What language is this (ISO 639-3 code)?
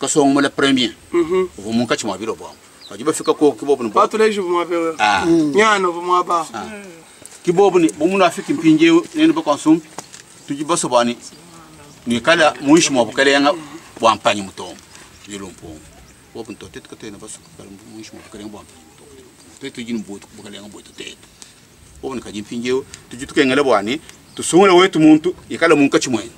lua